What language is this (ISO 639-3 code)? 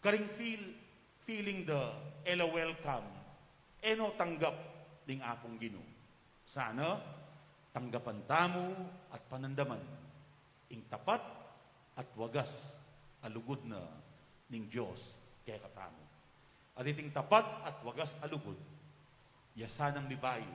pam